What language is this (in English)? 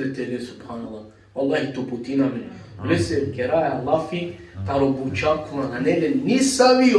Balkan Romani